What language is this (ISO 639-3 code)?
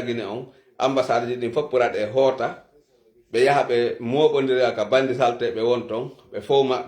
ful